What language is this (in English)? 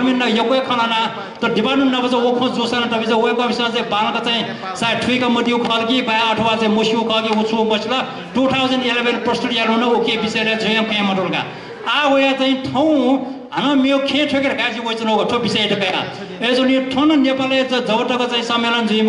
Newari